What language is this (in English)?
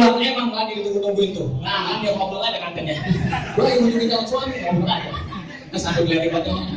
Betawi